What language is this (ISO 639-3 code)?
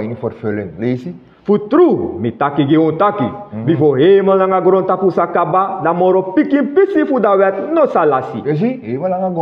srn